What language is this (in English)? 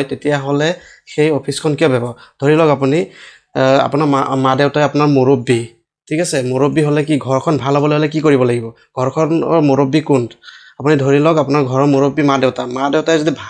Assamese